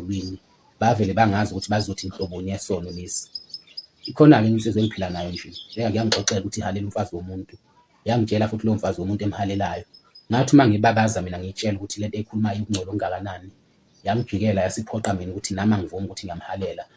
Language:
Zulu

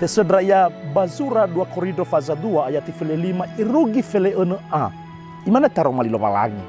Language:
Nias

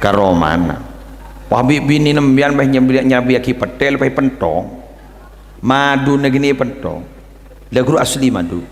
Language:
Madurese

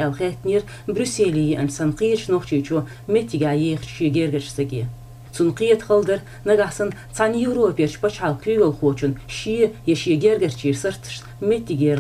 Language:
Chechen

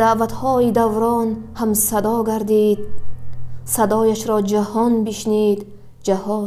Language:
Tajik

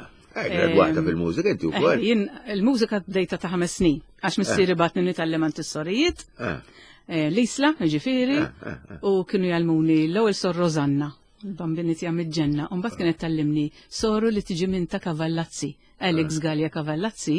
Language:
Maltese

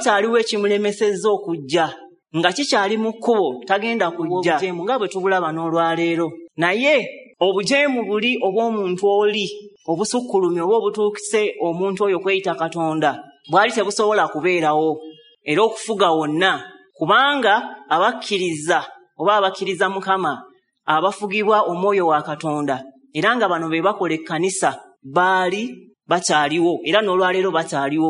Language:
Ganda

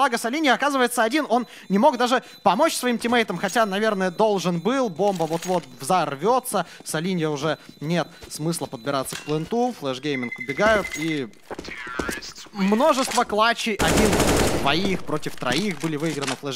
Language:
Russian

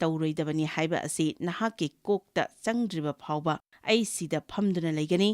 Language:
Manipuri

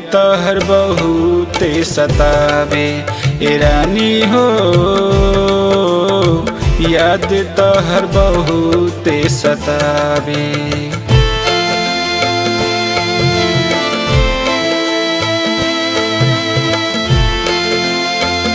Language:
Bhojpuri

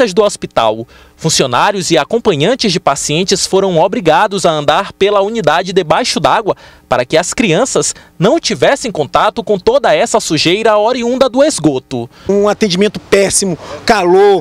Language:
Portuguese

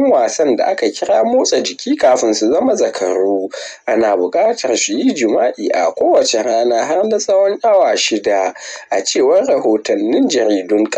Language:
Hausa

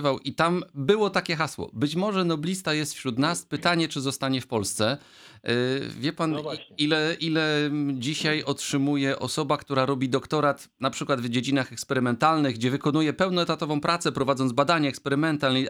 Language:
Polish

